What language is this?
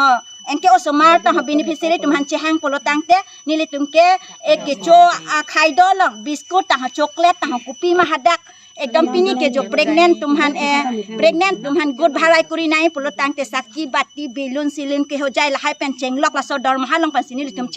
Karbi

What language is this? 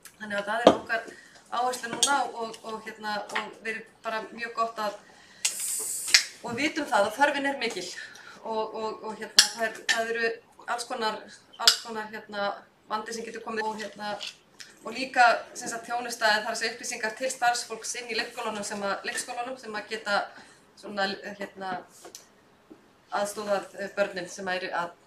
Icelandic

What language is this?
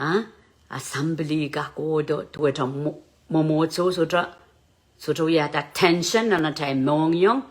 Pohnpeian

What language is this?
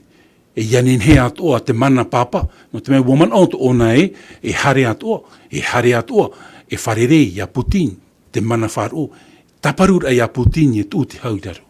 Tahitian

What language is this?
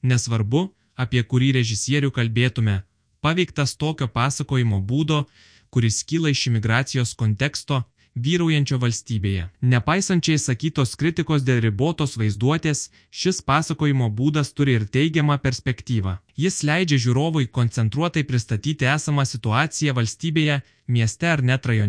Lithuanian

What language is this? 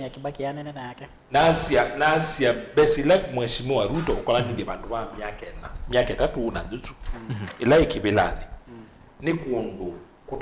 Kamba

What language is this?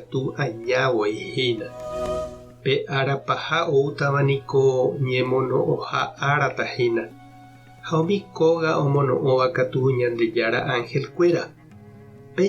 Guarani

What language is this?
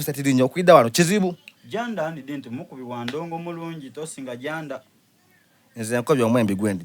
Soga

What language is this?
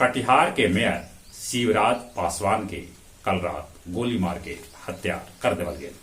Magahi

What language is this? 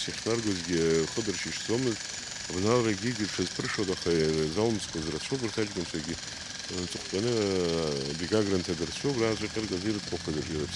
Abkhazian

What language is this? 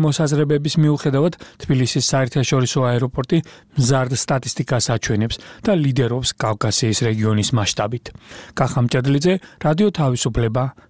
Georgian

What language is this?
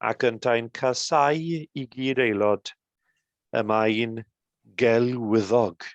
Welsh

